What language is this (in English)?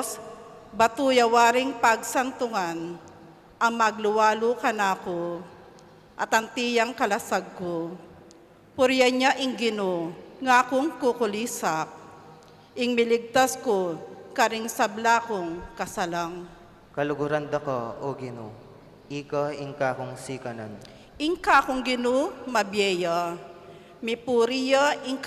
Pampanga